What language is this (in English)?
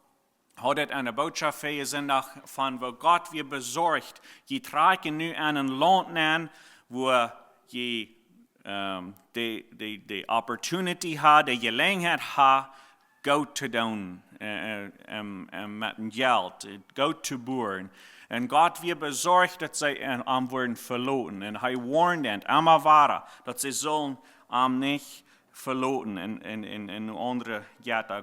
Plautdietsch